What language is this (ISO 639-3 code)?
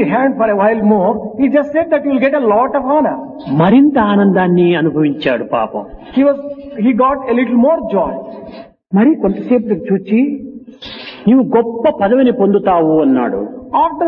tel